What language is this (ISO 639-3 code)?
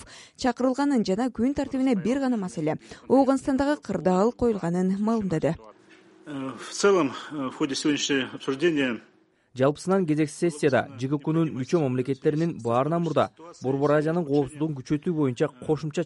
kir